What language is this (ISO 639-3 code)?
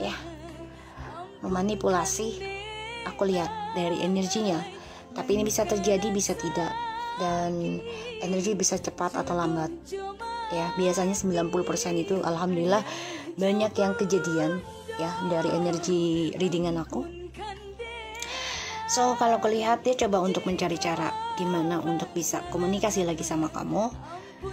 ind